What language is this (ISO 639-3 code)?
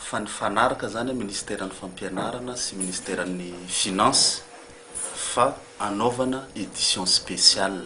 mlg